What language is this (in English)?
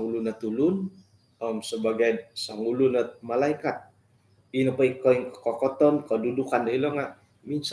Central Dusun